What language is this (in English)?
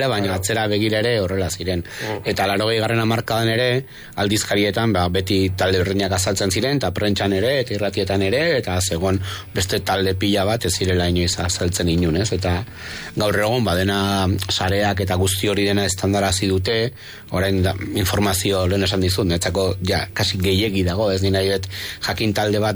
Basque